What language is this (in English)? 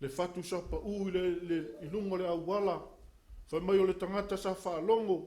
Samoan